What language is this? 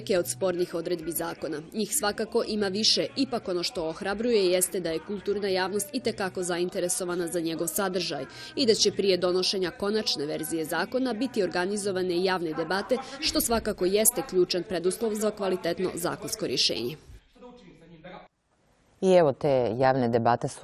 Serbian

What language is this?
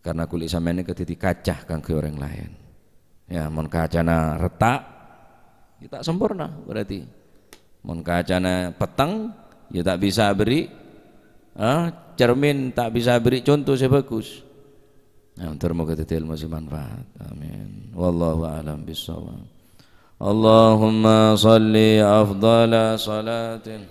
Madurese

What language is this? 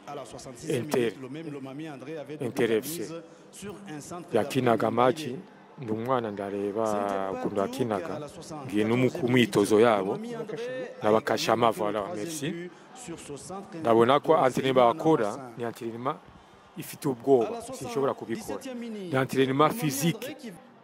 Kinyarwanda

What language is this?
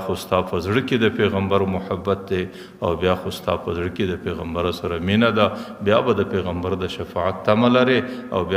Pashto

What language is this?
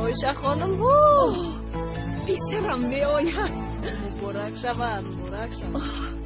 Tajik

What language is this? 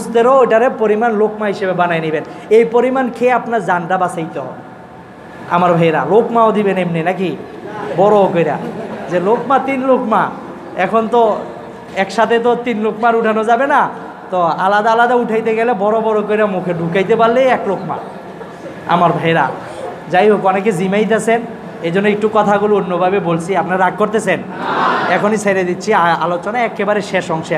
Bangla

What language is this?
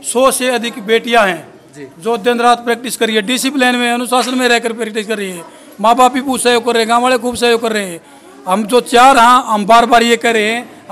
Hindi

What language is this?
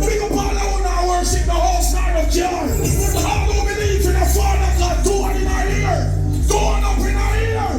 Jamaican Creole English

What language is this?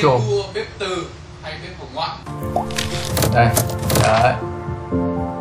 Vietnamese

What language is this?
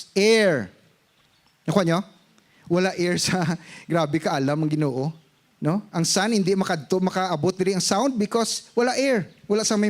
Hiligaynon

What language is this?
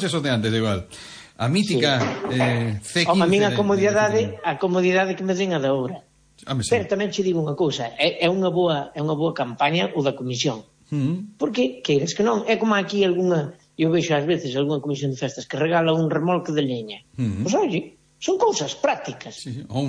Galician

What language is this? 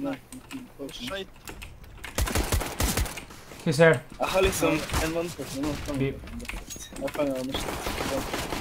Norwegian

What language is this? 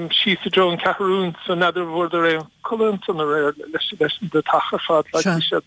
Irish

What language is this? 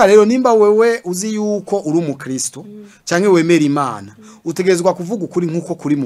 Rundi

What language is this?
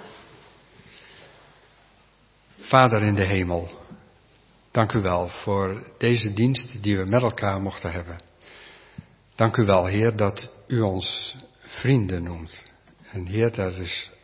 Dutch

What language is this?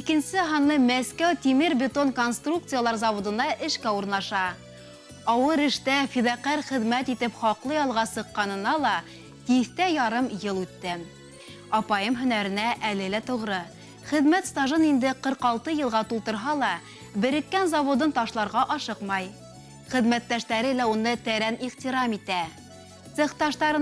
Bashkir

